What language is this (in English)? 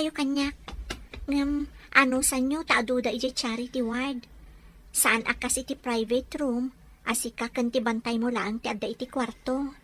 Iloko